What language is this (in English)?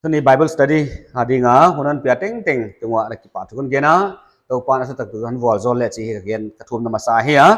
Paite Chin